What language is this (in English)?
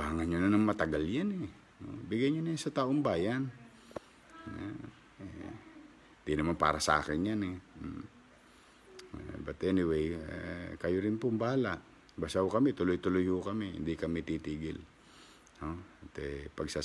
Filipino